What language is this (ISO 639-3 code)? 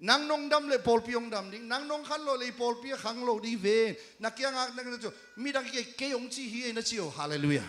ctd